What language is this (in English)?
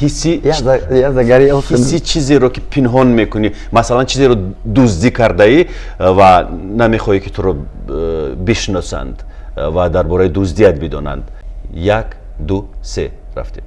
Tajik